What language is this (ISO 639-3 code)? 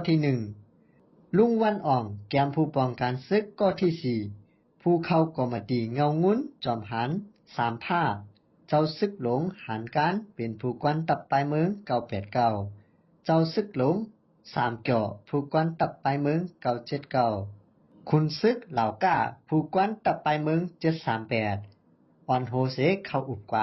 shn